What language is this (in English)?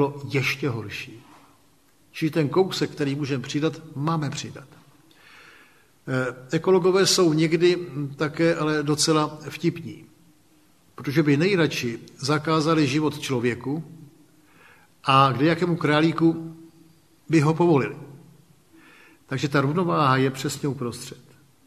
Czech